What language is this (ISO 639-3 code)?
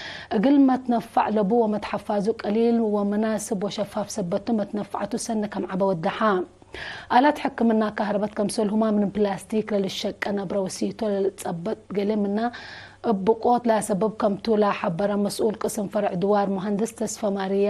tig